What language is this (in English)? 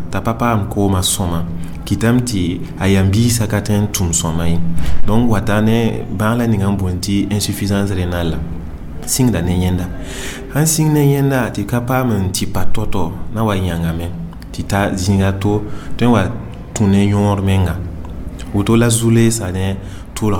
Mossi